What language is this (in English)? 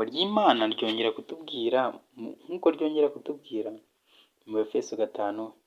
Kinyarwanda